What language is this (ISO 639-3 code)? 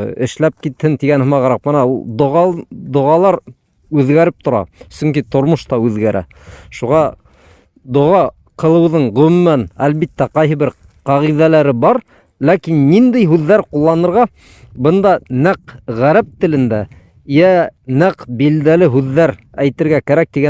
bak